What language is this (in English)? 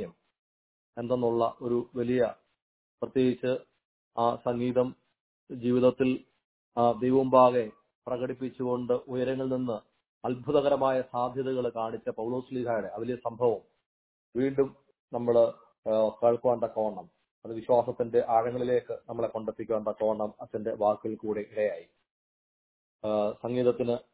Malayalam